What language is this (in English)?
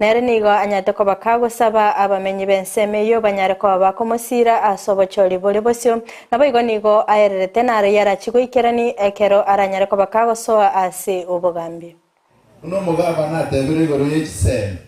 Gusii